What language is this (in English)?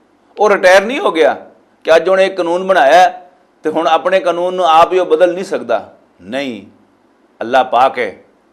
Western Panjabi